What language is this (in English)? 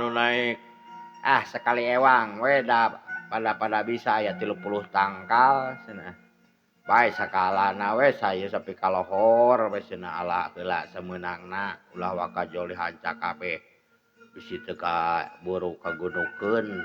Sundanese